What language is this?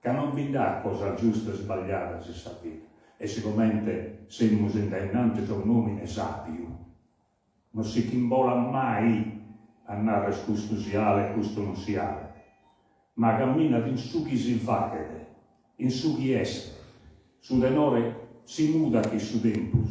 Sardinian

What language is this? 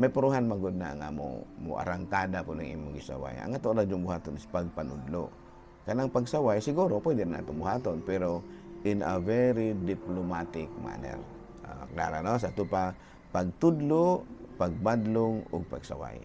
Cebuano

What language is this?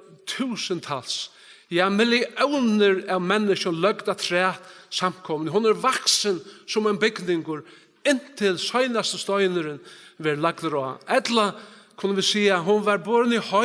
Faroese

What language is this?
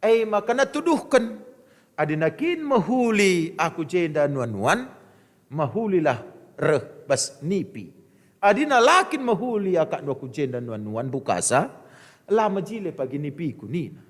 Batak Karo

